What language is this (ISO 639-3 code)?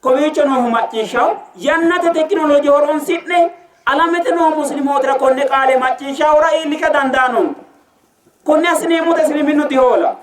sid